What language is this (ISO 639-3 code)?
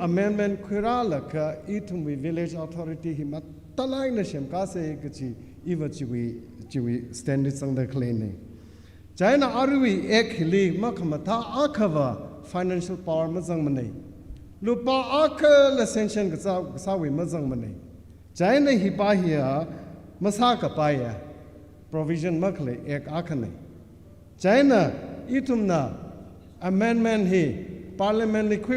nmf